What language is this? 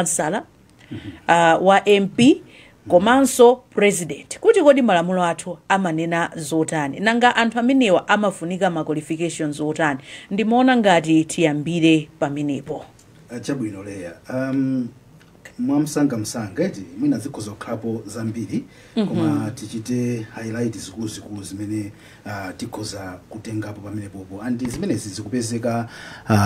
Nyanja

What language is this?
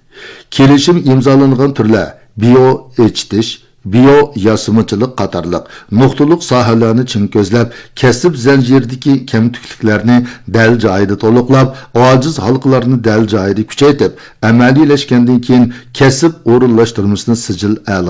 Uyghur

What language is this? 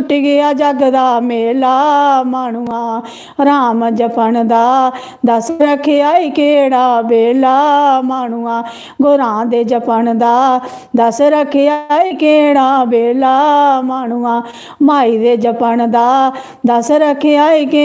Dogri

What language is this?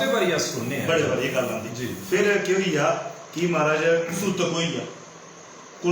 Dogri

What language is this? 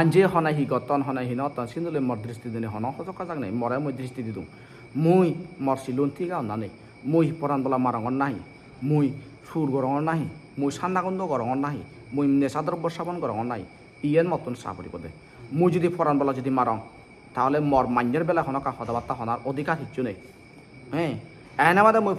Chakma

